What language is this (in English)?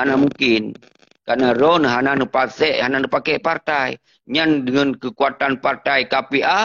Achinese